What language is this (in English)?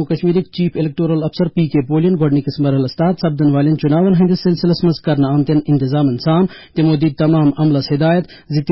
Kashmiri